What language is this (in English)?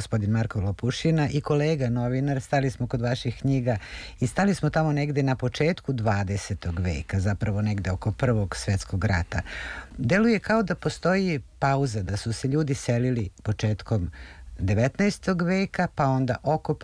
Serbian